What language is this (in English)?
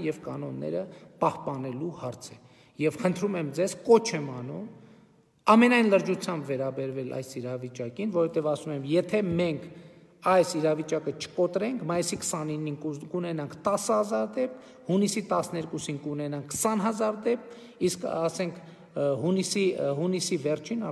Armenian